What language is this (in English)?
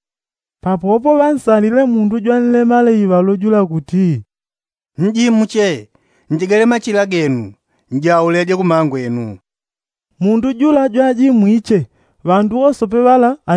Yao